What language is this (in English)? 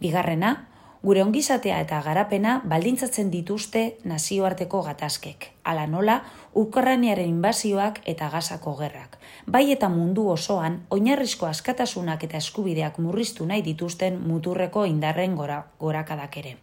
Basque